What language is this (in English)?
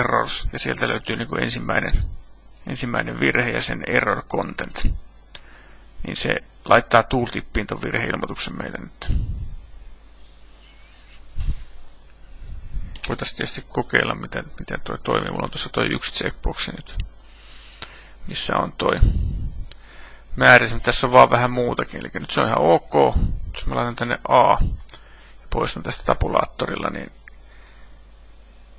Finnish